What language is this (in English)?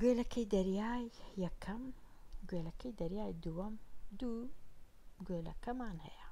Central Kurdish